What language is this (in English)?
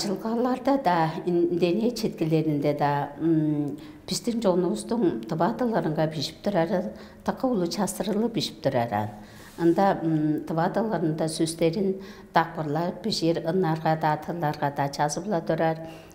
Tuvinian